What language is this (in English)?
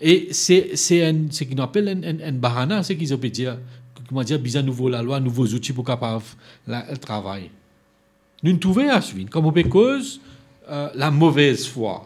Morisyen